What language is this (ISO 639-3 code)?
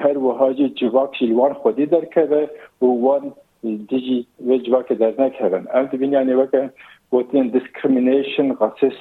kur